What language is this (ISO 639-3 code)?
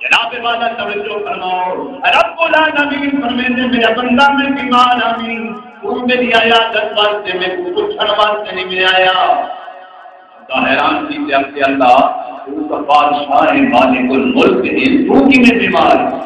skr